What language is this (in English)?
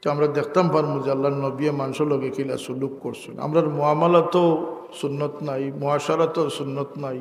Sylheti